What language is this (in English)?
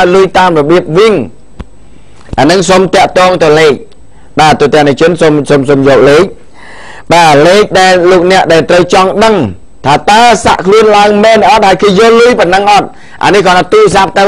Khmer